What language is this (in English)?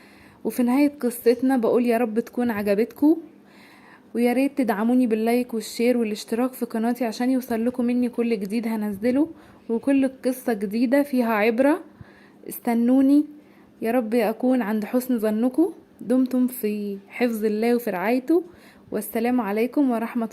Egyptian Arabic